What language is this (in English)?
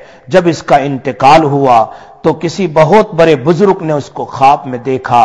Urdu